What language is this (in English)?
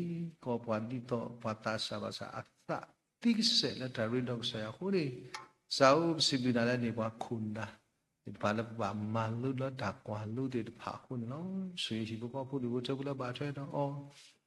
S'gaw Karen